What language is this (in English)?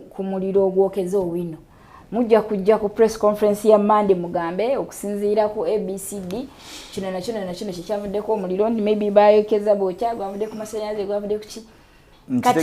Ganda